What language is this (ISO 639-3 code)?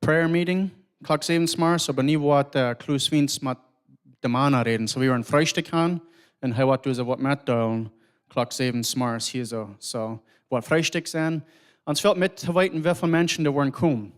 pdt